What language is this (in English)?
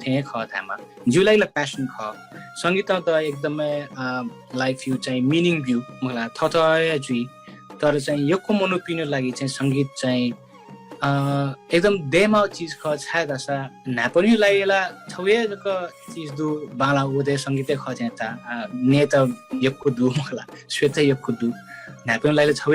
Newari